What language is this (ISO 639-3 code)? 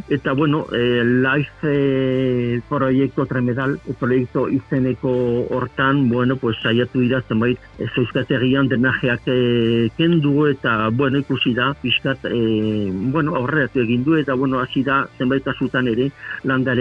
eus